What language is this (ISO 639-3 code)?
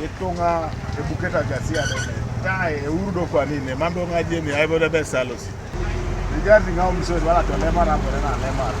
teo